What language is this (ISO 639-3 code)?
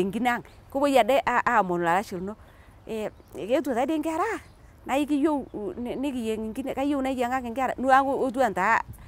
mas